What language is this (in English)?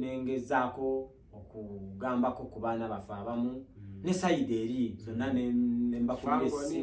Ganda